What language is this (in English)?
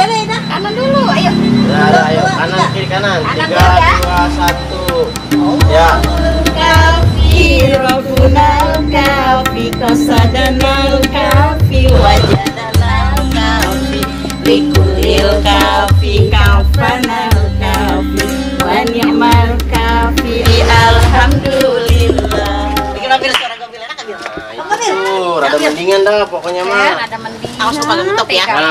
Betawi